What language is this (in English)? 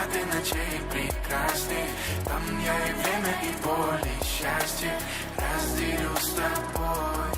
Kara-Kalpak